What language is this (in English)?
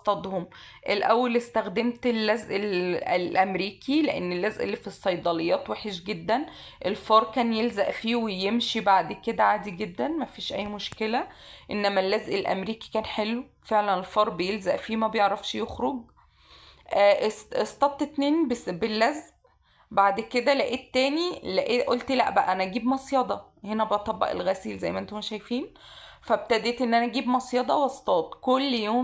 Egyptian Arabic